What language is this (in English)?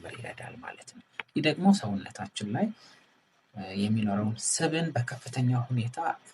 Amharic